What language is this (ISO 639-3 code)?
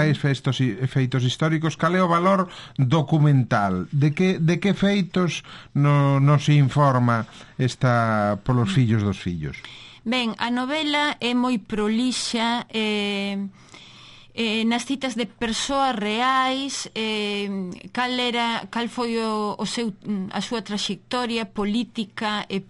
glg